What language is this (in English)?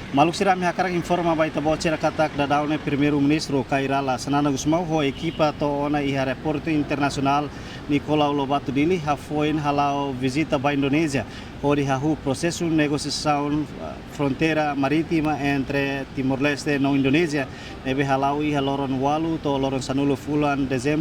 Tetum